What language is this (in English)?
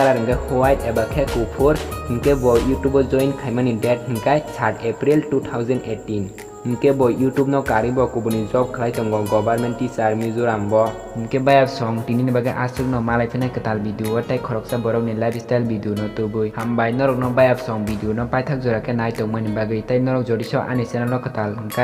Kok Borok